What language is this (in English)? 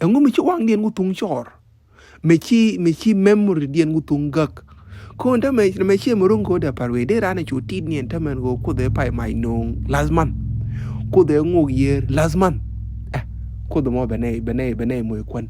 Nuer